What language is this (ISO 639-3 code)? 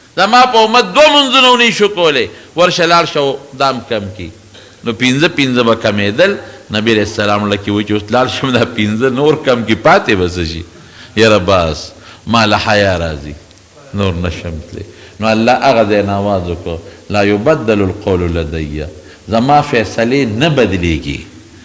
pus